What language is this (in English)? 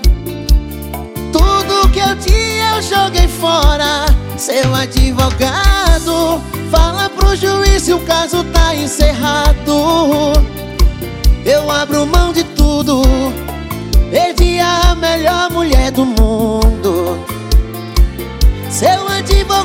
Portuguese